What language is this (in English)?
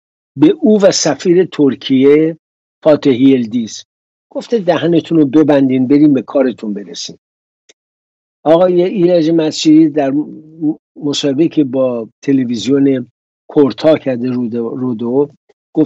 Persian